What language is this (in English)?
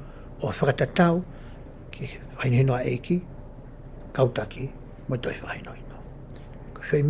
Tongan